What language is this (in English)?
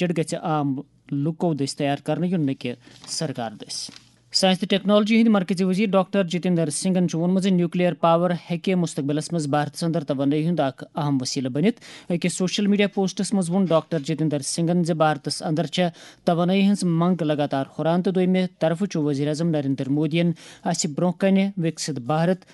Kashmiri